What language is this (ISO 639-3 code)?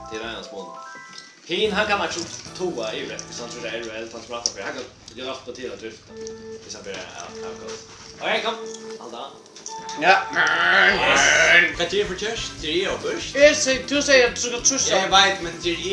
fao